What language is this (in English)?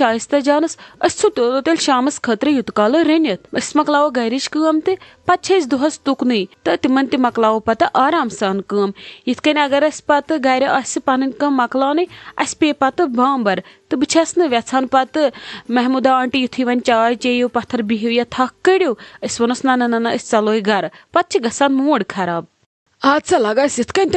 Kashmiri